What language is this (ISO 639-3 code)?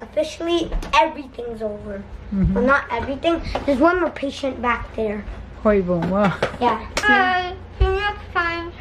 ctd